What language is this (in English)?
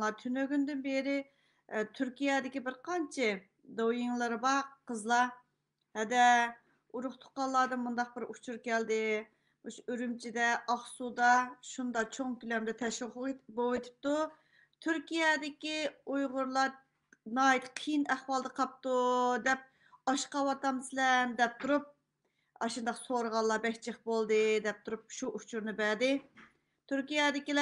Uyghur